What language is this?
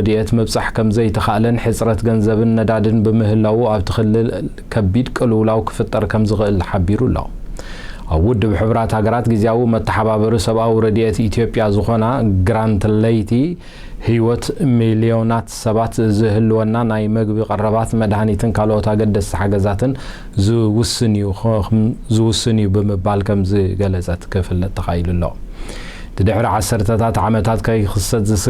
Tigrinya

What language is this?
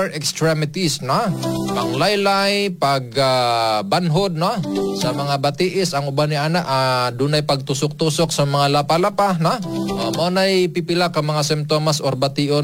Cebuano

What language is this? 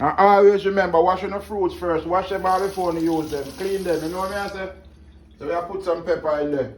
Jamaican Creole English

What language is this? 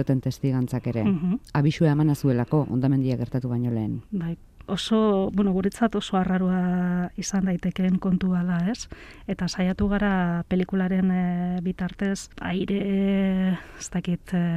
Basque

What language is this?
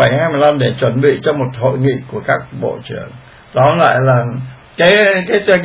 Vietnamese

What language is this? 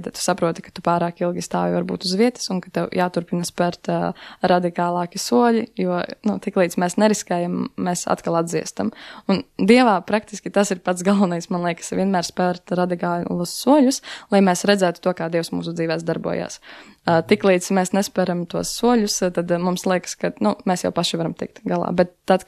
Latvian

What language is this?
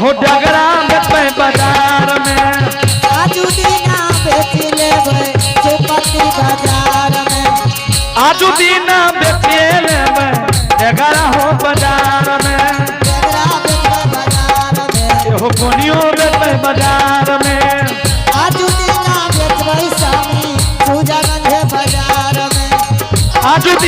Angika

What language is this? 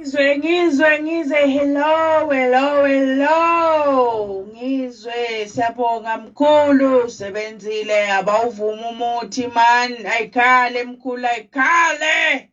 Zulu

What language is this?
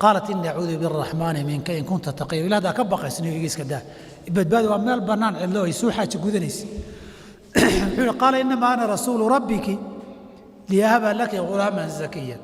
Somali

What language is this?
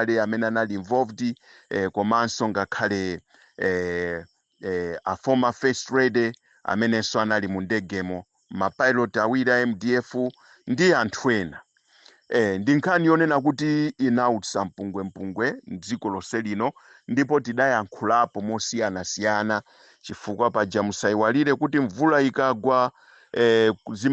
Nyanja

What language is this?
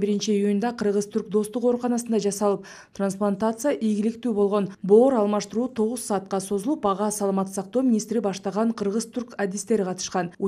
Kyrgyz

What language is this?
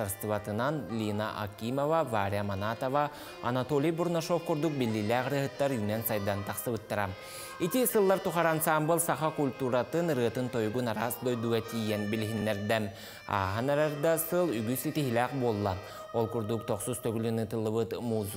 Yakut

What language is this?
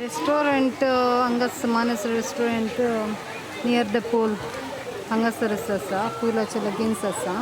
Konkani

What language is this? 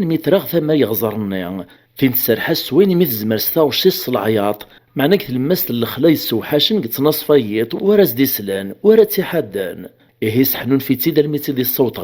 Kabyle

